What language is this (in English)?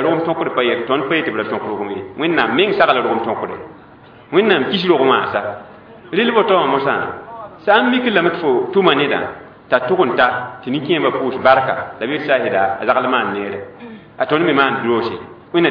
Mossi